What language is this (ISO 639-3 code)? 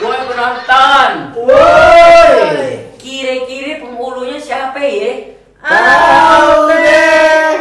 bew